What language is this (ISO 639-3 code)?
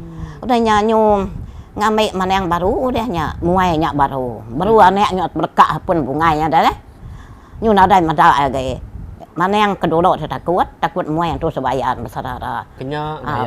iba